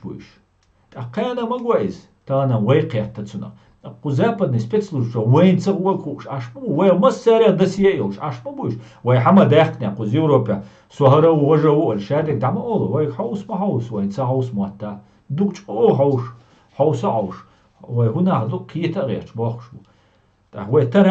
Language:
Chechen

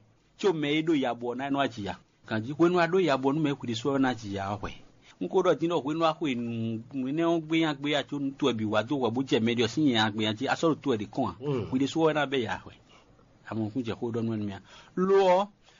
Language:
Fon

